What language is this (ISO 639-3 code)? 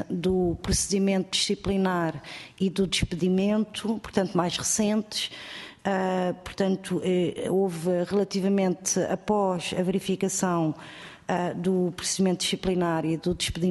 por